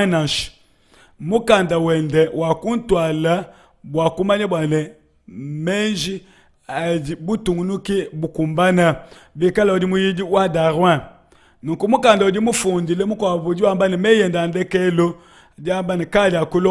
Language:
Luba-Lulua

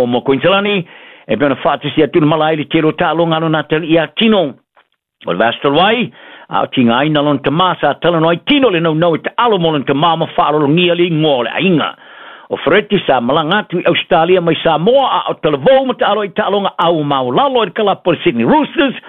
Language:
Samoan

